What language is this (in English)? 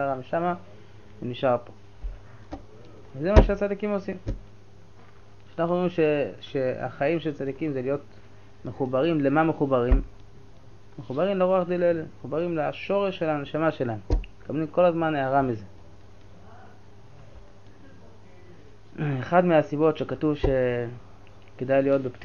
Hebrew